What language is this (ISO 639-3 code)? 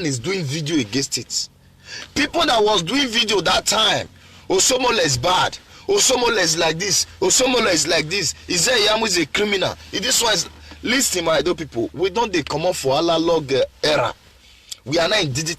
pcm